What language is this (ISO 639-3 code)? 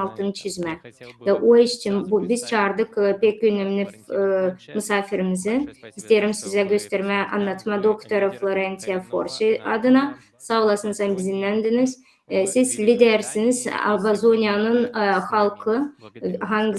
gag